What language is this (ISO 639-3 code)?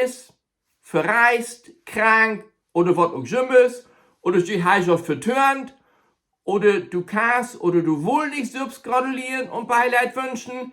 nds